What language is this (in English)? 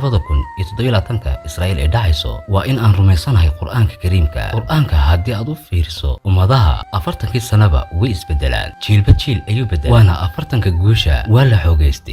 Somali